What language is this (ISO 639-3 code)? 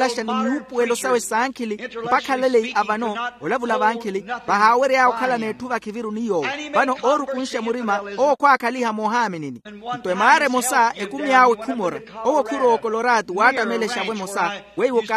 vmw